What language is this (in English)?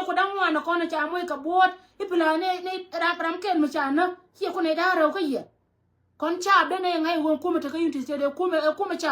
Nuer